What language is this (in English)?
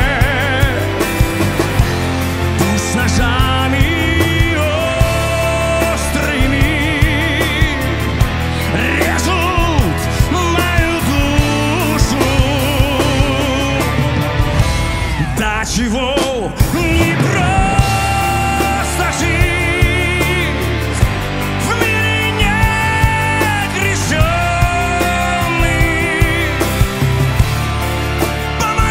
Russian